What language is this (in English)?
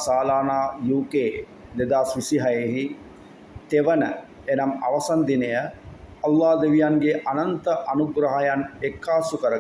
Sinhala